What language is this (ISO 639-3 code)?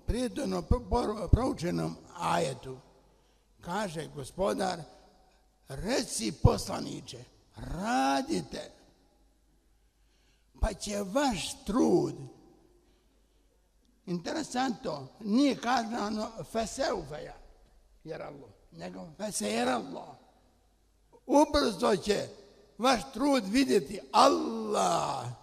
bos